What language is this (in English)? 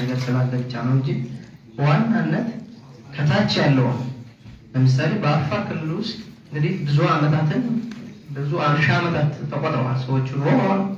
Amharic